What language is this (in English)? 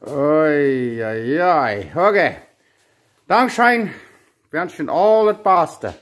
Plautdietsch